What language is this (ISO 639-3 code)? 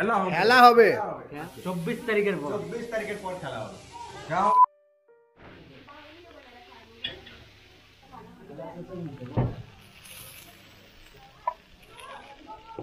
ben